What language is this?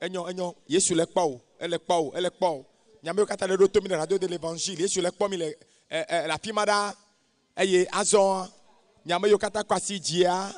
Ewe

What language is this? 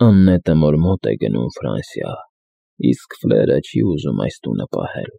Armenian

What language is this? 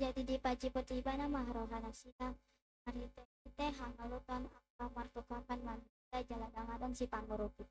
Batak Toba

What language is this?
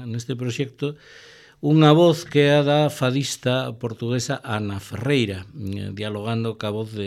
Galician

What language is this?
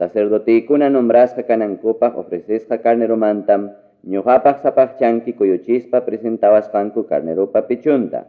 Ayacucho Quechua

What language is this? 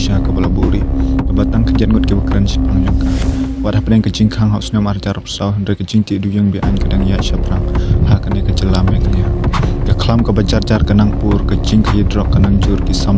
Khasi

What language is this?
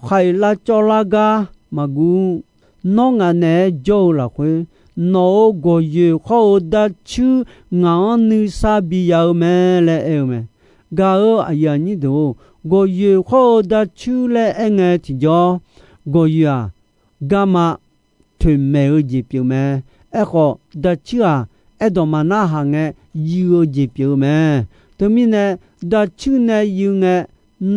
Akha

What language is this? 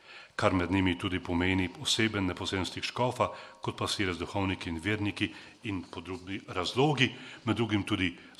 Slovenian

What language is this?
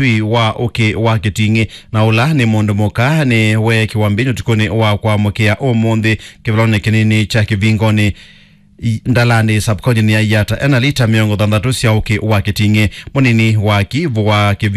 Kamba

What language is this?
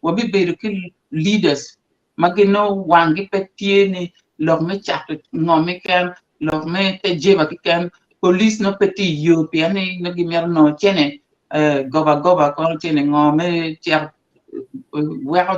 Acoli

